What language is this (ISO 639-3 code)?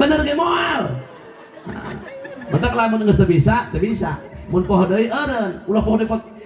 sun